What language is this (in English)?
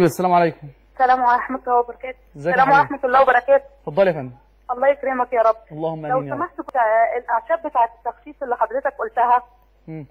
Egyptian Arabic